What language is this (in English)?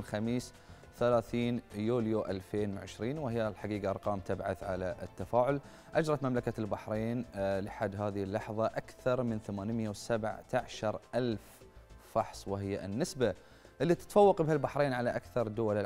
Arabic